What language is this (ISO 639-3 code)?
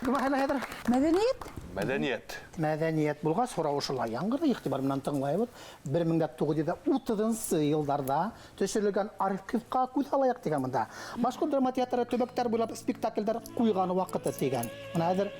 bak